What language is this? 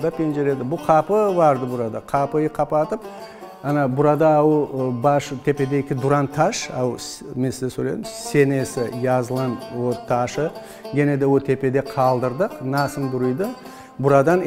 Crimean Tatar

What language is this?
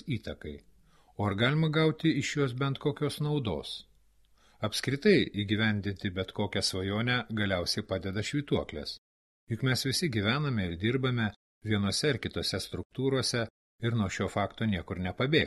Lithuanian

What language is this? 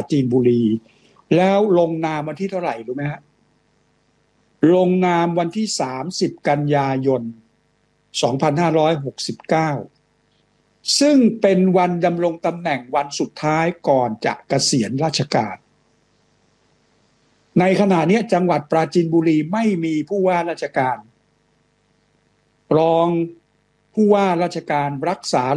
Thai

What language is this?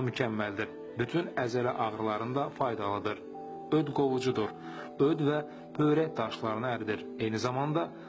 Azerbaijani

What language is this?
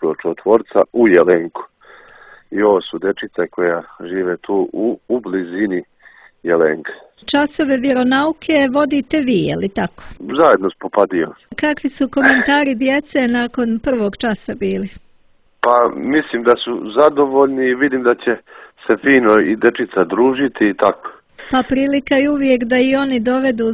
Serbian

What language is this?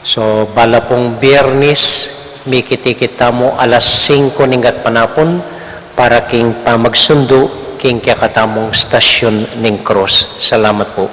Pampanga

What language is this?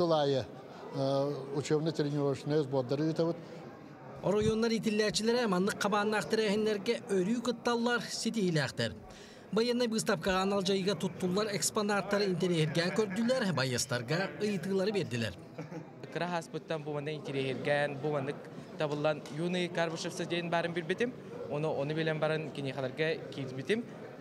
Yakut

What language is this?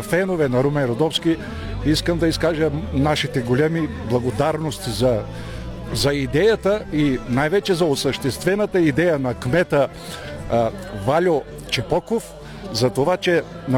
Bulgarian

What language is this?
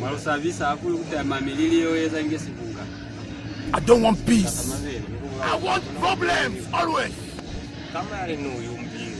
Lozi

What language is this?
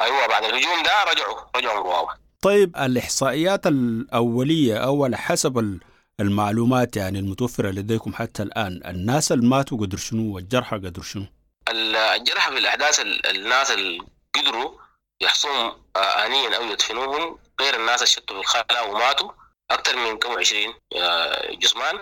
Sudanese Arabic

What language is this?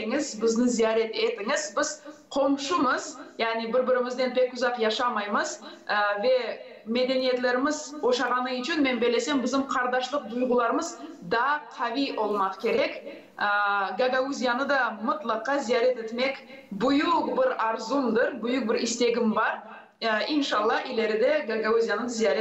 Gagauz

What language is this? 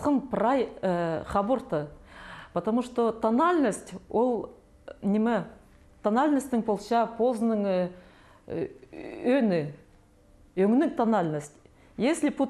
Khakas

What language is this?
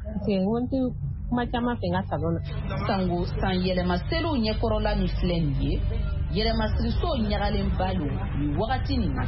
Bambara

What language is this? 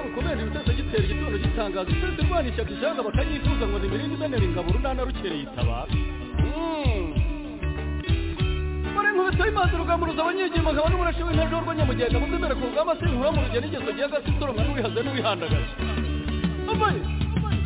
Kinyarwanda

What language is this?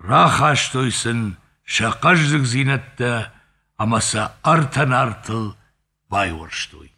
Ossetic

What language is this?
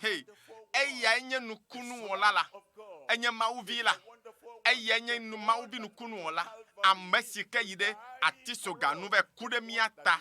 Ewe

